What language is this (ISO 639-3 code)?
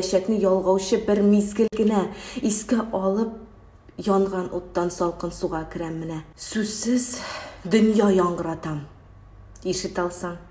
tat